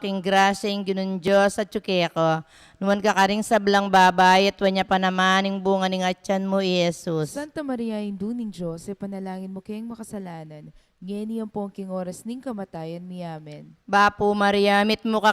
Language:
Pampanga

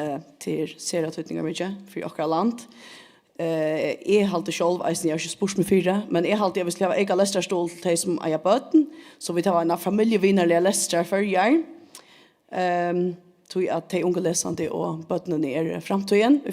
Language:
Faroese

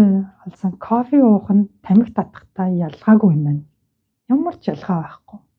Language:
Mongolian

